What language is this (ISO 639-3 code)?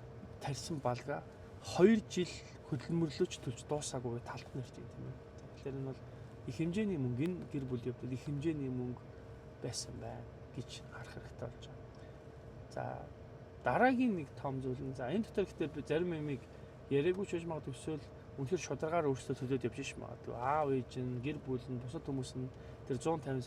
mon